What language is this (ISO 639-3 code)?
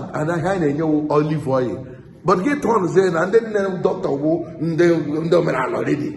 ibo